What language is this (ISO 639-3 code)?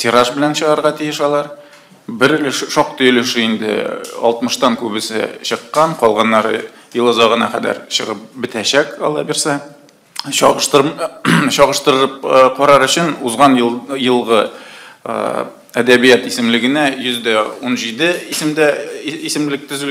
tat